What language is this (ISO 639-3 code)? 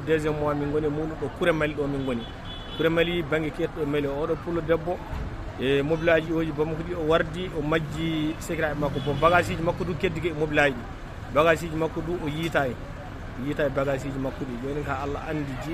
ful